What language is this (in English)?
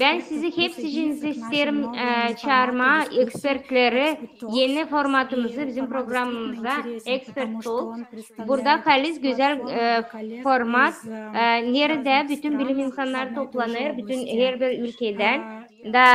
Gagauz